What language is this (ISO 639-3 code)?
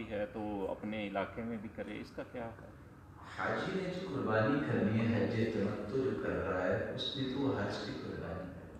urd